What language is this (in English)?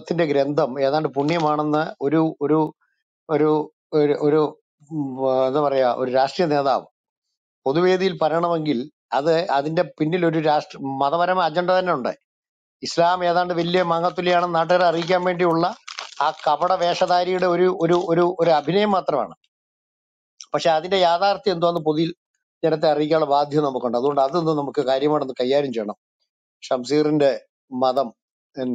Malayalam